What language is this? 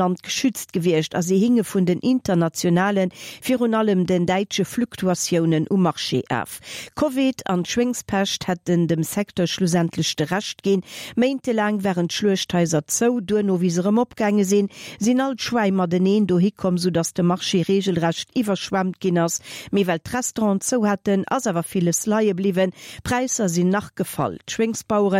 Luxembourgish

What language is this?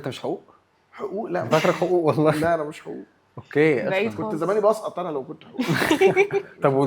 Egyptian Arabic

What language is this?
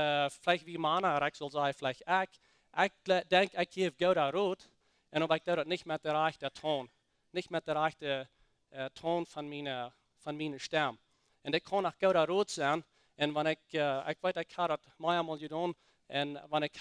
Plautdietsch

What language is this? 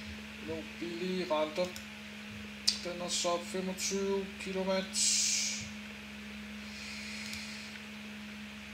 Danish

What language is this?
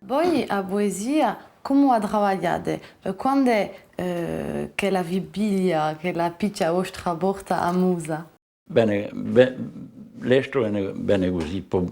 Corsican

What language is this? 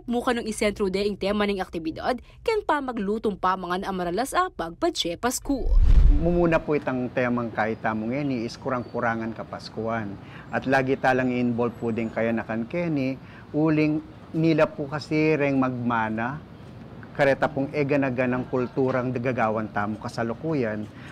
Pampanga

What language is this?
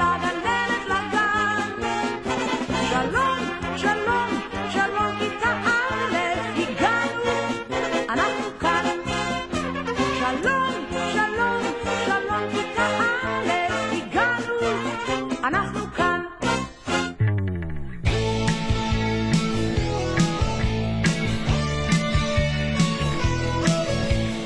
Hebrew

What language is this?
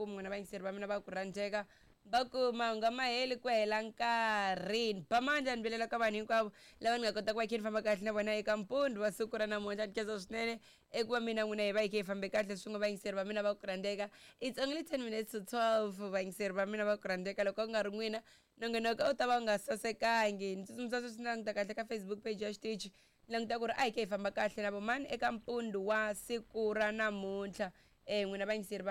Tsonga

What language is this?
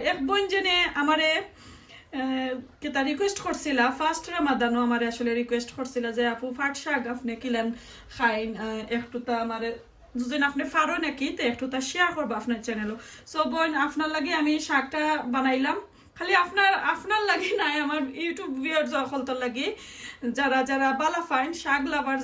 Sylheti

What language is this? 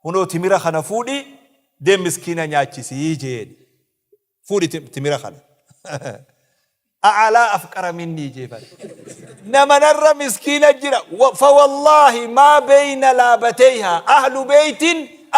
Oromo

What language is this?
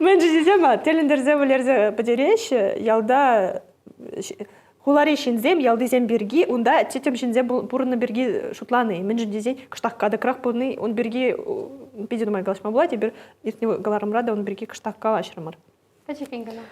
Chuvash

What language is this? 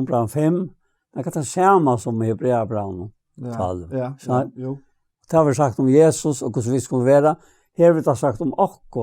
Faroese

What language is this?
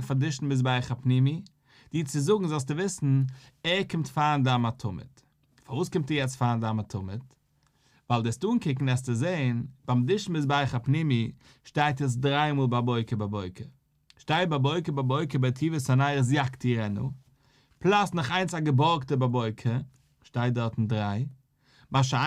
Yiddish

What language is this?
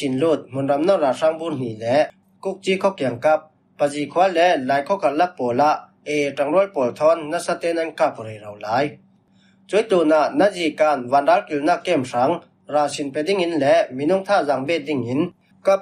Falam Chin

